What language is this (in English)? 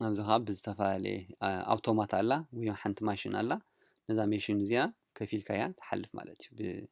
Tigrinya